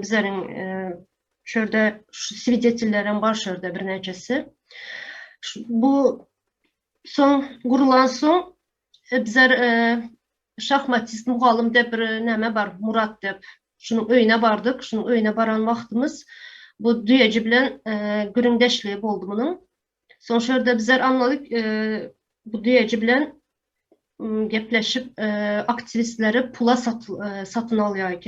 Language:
Turkmen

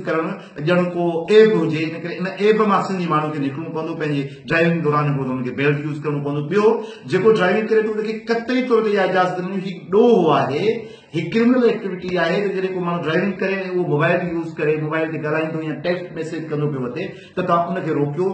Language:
Sindhi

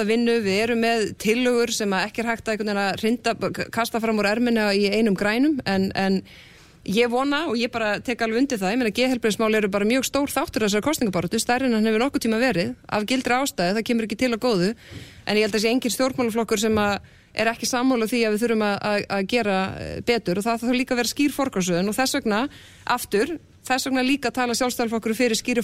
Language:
Icelandic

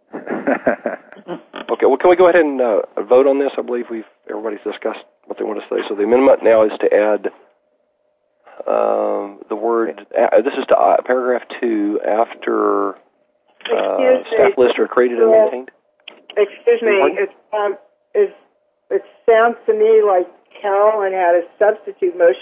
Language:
English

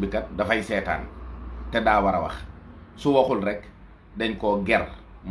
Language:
Wolof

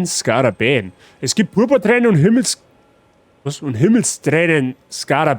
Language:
Bavarian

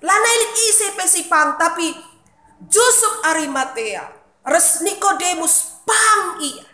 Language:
Batak Karo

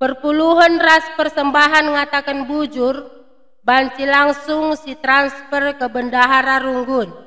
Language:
Batak Karo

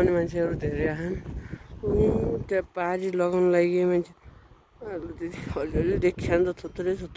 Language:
Nepali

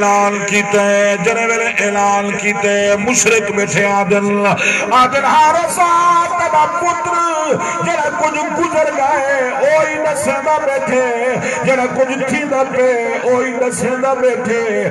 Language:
Saraiki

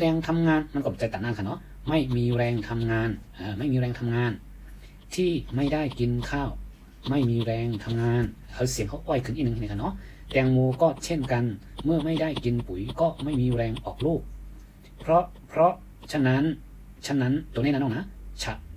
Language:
Shan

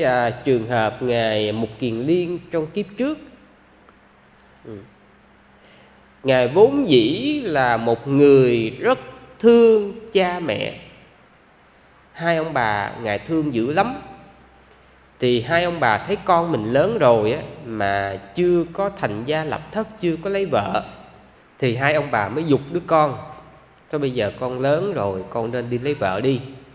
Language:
Vietnamese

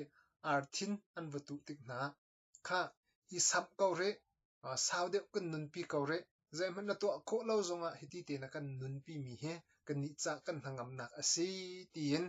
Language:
Hakha Chin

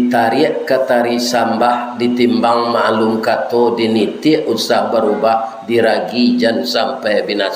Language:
Minangkabau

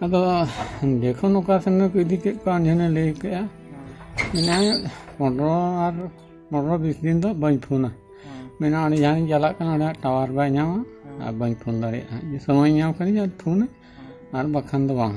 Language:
Santali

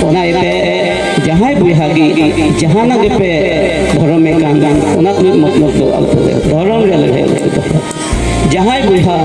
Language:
Santali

